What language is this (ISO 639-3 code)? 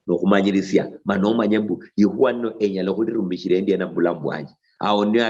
luy